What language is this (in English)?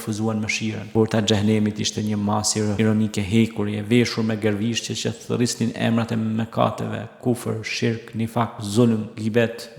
Albanian